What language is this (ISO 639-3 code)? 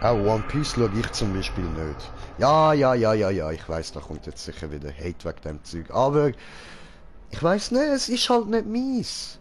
gsw